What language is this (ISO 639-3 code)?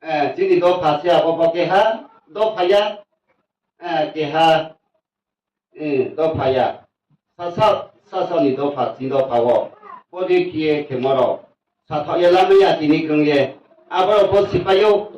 ria